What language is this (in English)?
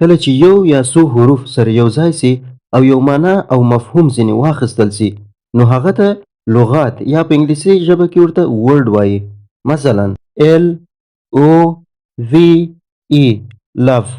Pashto